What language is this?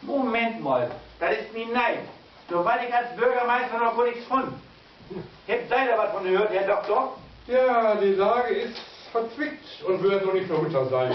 Low German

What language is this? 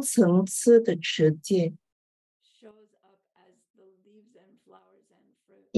Chinese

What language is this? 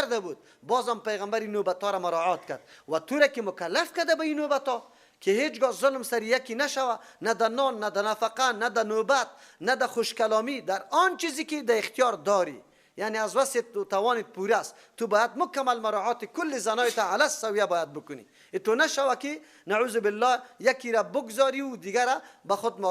Persian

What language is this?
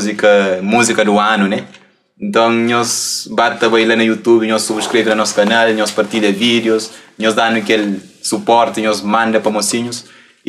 Kabuverdianu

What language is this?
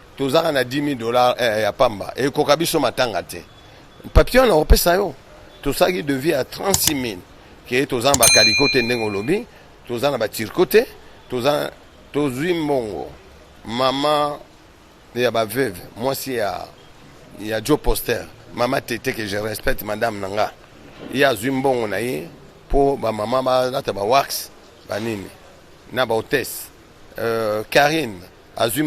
Lingala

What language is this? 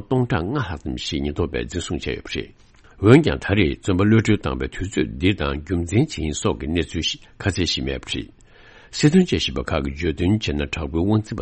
Tibetan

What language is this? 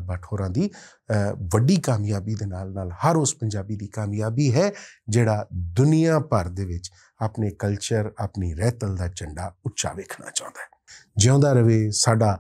Western Panjabi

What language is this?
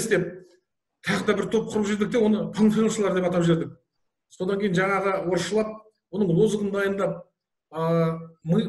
Kazakh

